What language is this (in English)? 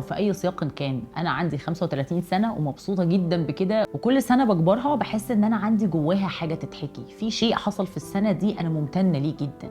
Egyptian Arabic